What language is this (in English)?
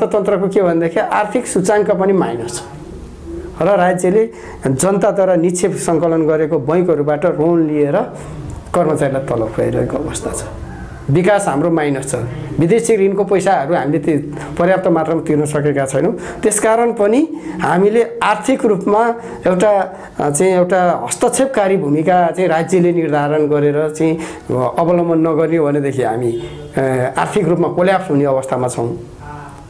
Nepali